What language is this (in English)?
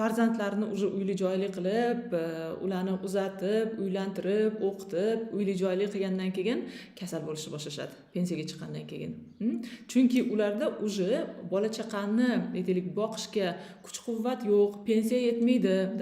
Uzbek